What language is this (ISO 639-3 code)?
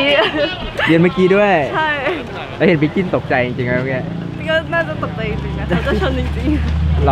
tha